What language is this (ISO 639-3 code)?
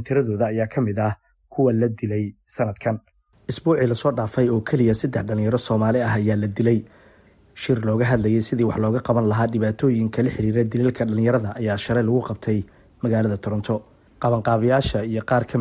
som